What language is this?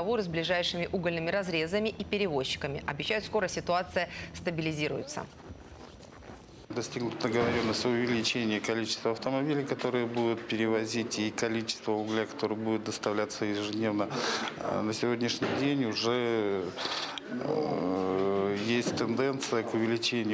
Russian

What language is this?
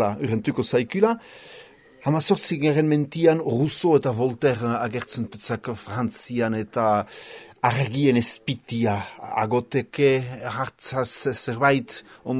Basque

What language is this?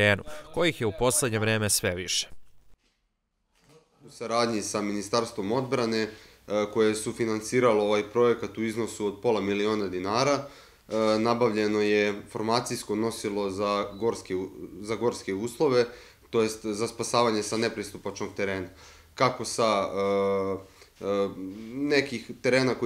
Serbian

